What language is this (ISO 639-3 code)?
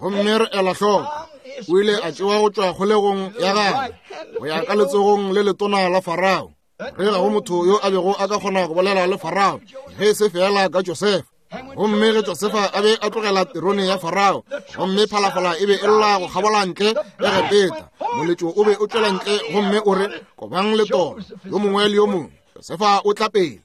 nso